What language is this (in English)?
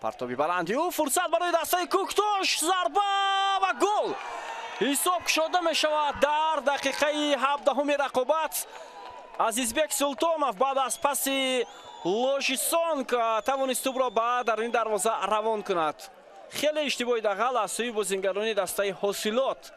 Tajik